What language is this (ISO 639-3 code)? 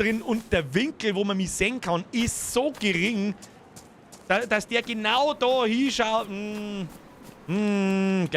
bar